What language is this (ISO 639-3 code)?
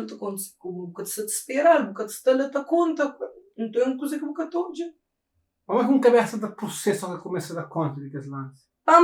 kea